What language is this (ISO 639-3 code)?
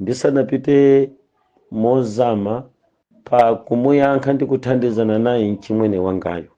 nya